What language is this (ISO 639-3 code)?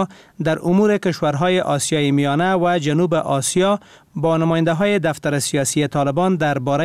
fas